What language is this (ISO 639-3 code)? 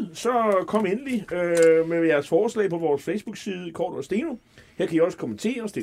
dan